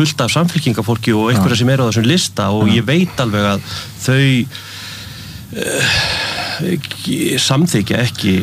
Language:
Icelandic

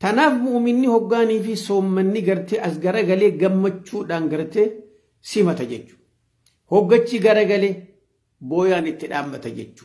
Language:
Oromo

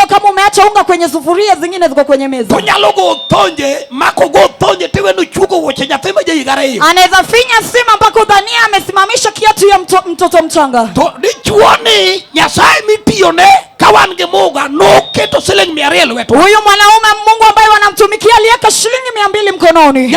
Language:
Luo (Kenya and Tanzania)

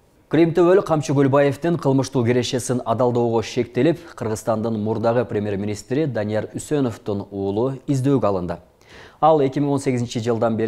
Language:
Kyrgyz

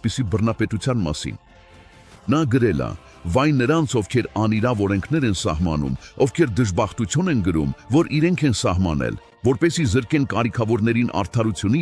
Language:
Western Armenian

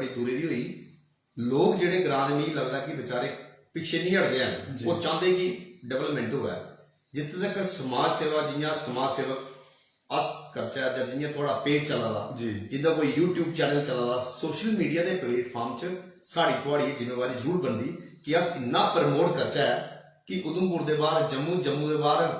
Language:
Dogri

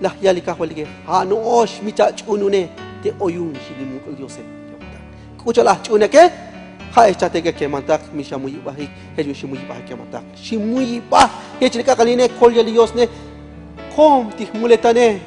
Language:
Tzotzil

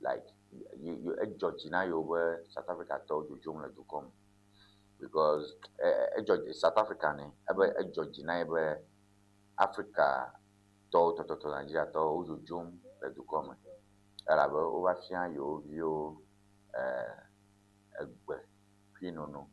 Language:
Ewe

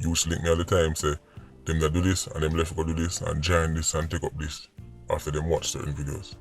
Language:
Jamaican Creole English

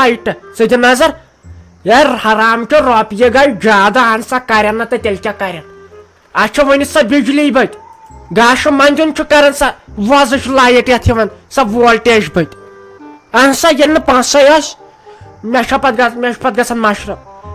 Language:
Kashmiri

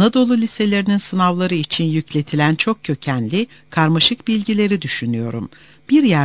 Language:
Turkish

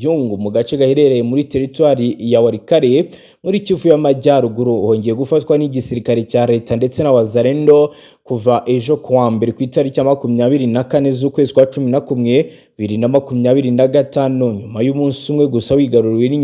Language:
Kinyarwanda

